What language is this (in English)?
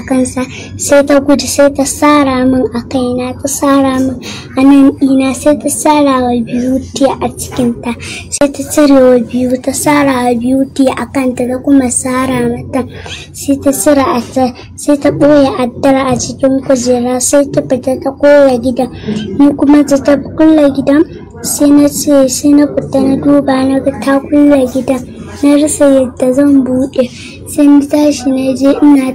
Hausa